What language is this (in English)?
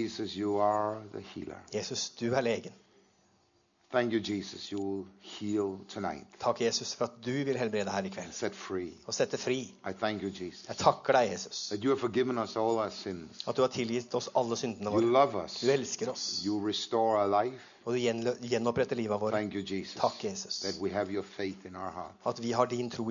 Norwegian